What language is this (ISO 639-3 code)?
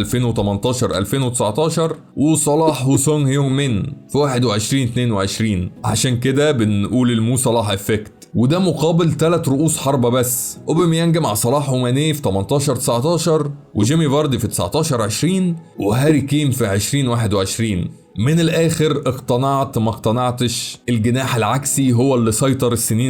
arz